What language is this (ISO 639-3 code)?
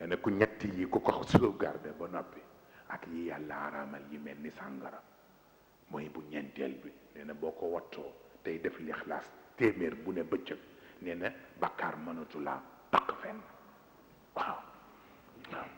wol